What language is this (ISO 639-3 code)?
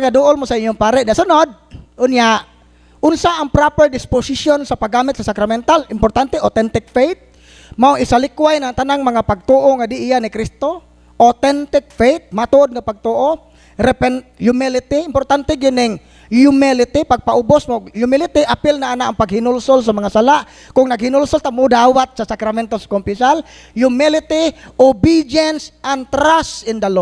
ceb